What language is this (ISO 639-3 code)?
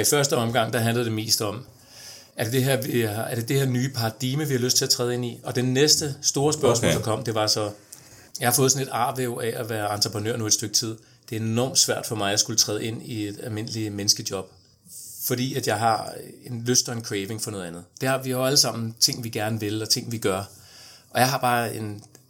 dan